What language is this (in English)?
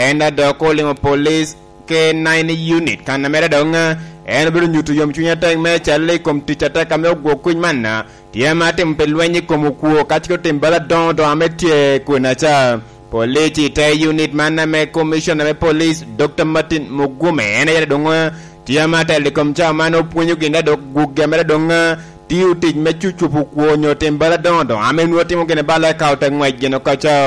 Lango (Uganda)